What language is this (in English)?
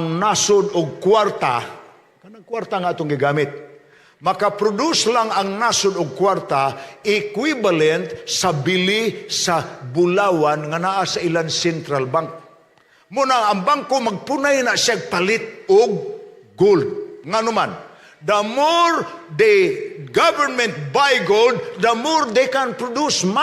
Cebuano